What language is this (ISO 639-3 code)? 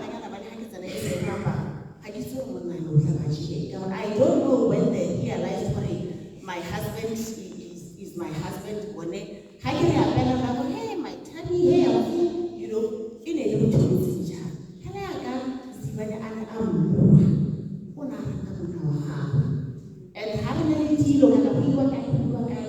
tsn